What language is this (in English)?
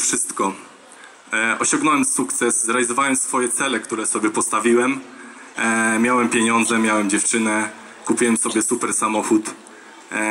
Polish